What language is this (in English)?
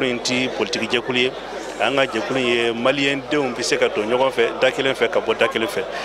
Bambara